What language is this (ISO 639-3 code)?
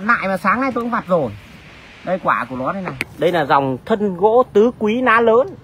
vie